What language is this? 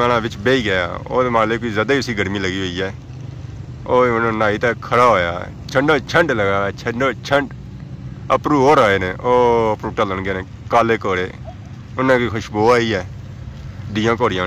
Pahari-Potwari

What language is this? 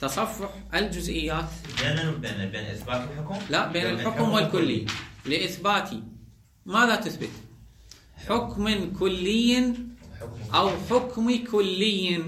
Mesopotamian Arabic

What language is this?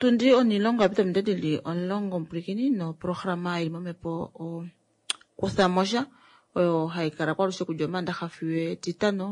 Kuanyama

